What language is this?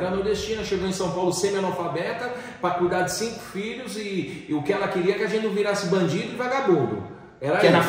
Portuguese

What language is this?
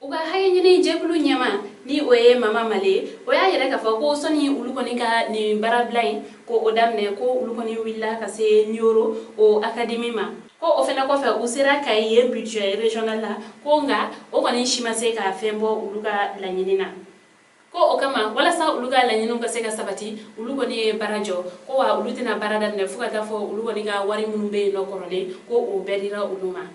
Bambara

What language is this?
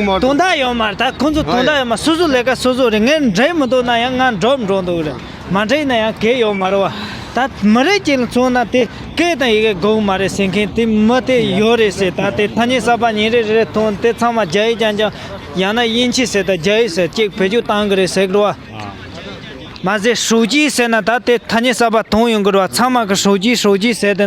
Tibetan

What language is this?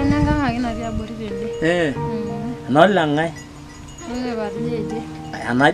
Masai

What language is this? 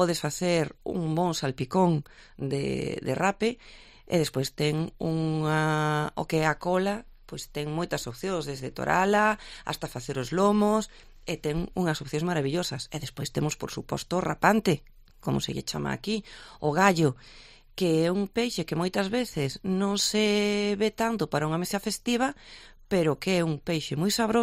Galician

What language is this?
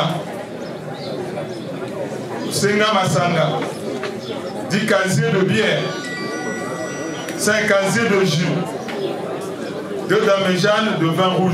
French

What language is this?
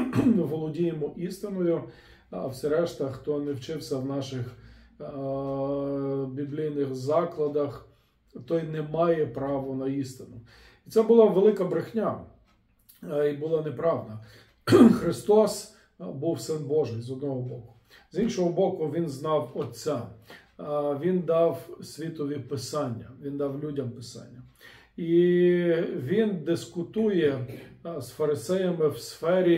Ukrainian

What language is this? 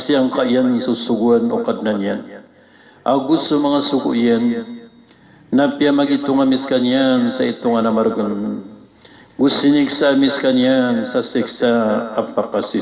Maranao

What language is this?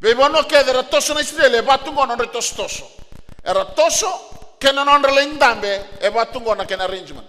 Fijian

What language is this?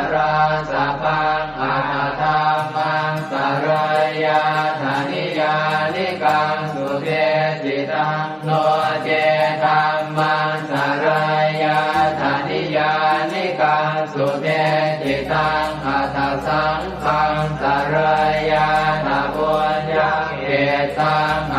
Pali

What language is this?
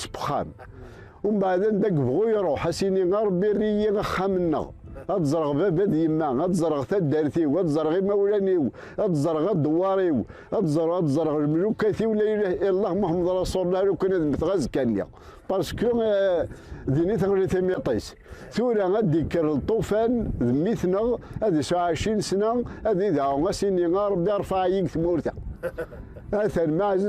Kabyle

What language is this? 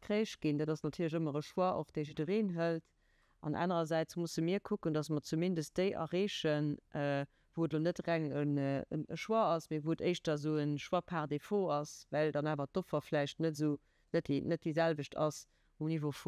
Luxembourgish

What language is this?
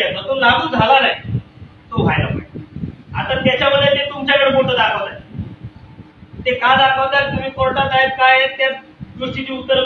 Marathi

